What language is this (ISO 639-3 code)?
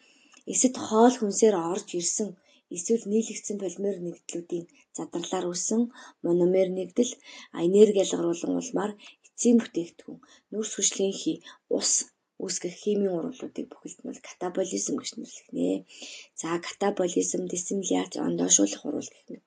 mon